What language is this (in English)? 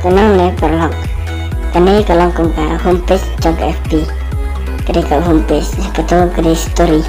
Khasi